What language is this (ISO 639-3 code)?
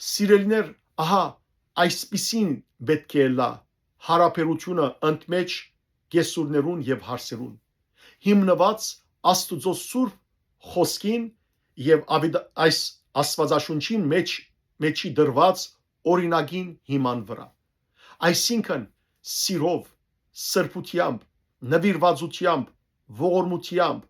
hyw